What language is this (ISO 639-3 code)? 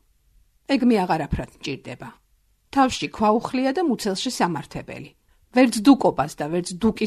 kat